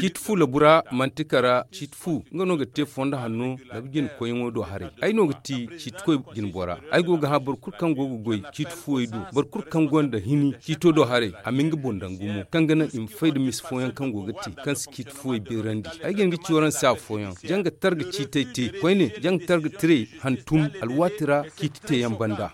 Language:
Zarma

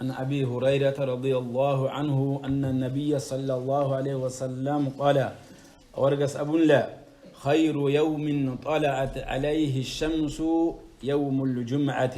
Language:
Avaric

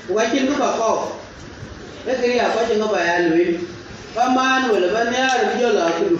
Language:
Dinka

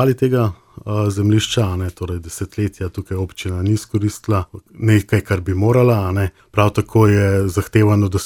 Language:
Slovenian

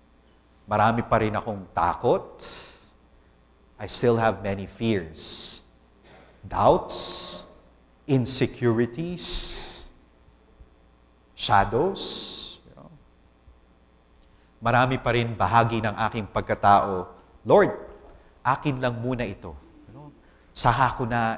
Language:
Filipino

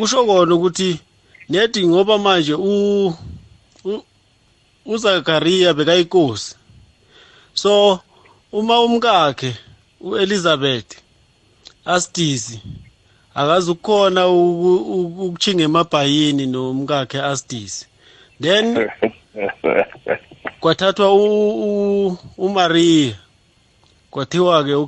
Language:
South Ndebele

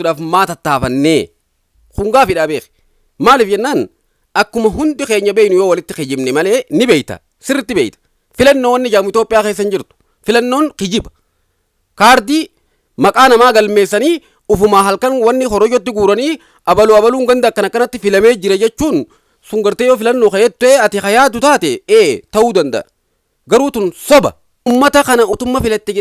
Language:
Oromo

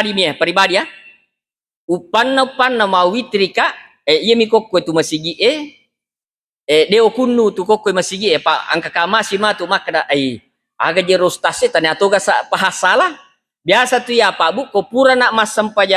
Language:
Buginese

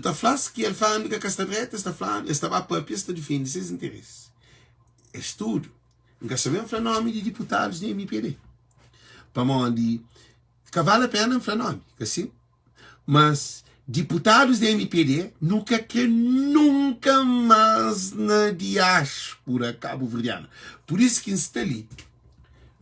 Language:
Kabuverdianu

